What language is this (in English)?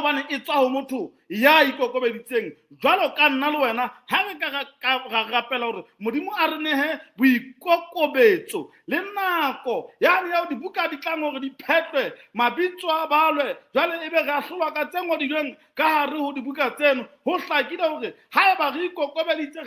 Southern Sotho